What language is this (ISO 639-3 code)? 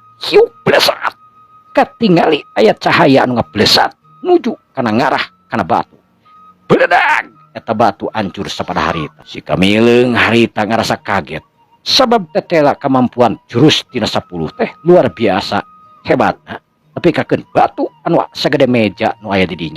sun